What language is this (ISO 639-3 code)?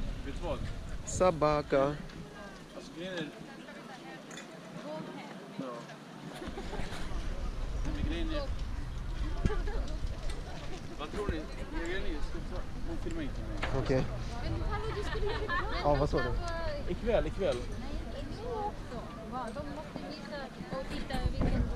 swe